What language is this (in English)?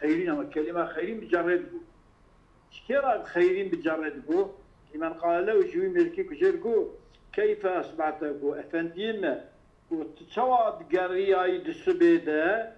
Kurdish